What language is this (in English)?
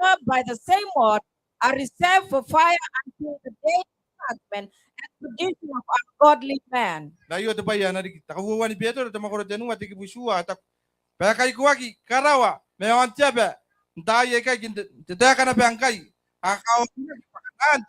Gilbertese